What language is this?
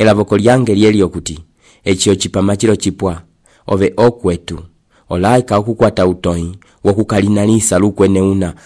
Umbundu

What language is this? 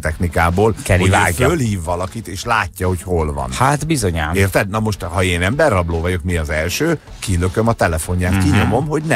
Hungarian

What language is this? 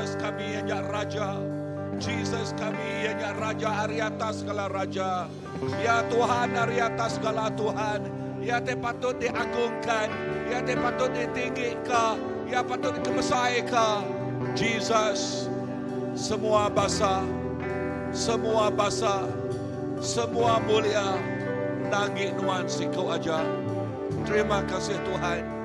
Iban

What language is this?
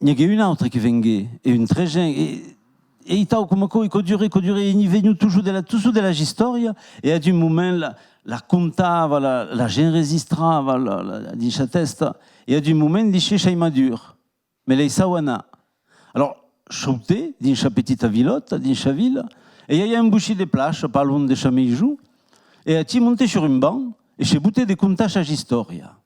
Occitan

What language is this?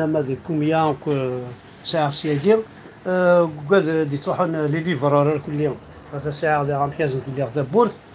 Kabyle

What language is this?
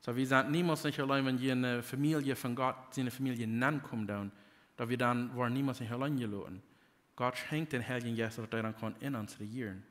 Plautdietsch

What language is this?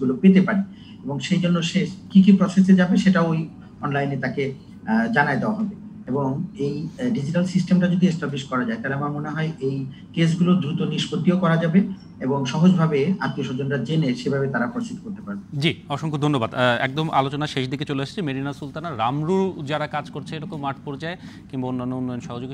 Bangla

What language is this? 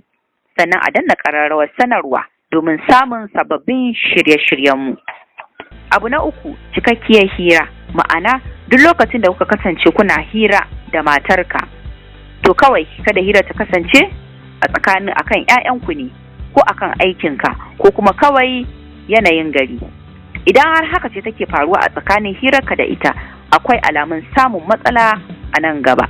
Hausa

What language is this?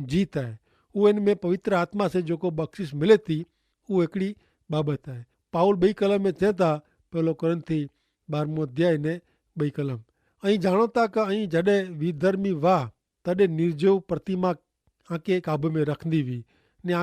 Kachhi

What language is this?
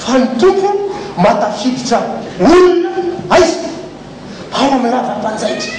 Malagasy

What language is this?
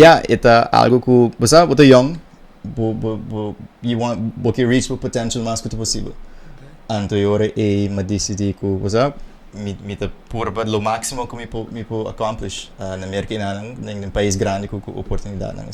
Papiamento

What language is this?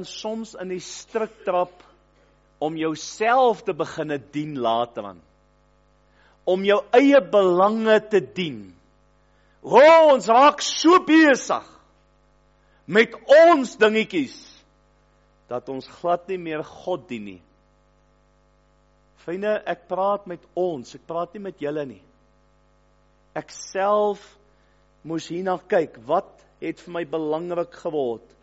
Afrikaans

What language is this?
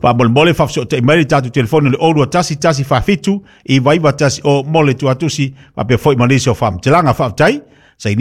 Samoan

